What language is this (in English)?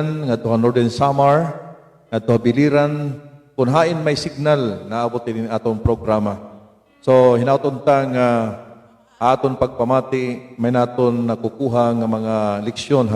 Waray